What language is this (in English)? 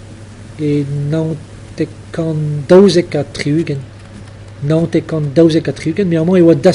Breton